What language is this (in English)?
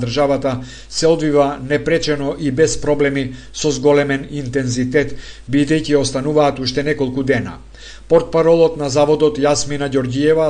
Macedonian